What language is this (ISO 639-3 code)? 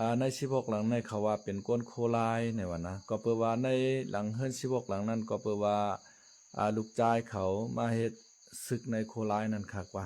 shn